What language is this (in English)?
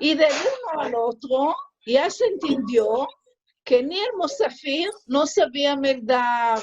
Ladino